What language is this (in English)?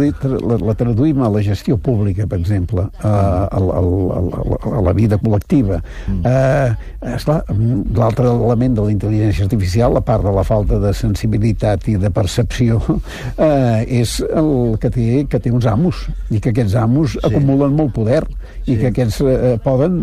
Catalan